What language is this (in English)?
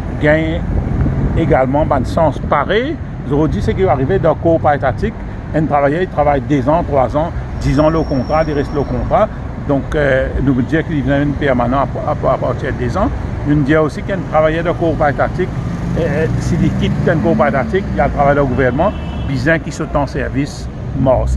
Morisyen